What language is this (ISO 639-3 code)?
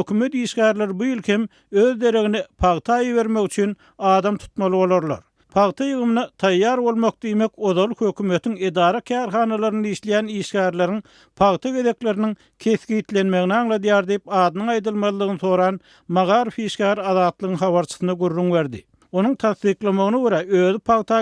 tuk